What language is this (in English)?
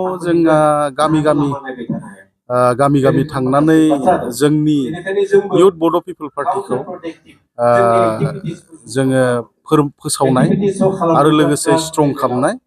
Bodo